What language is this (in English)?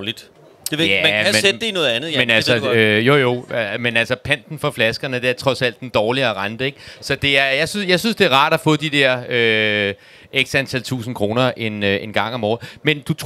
Danish